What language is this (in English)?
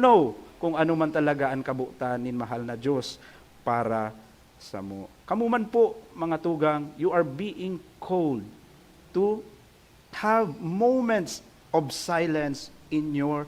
Bikol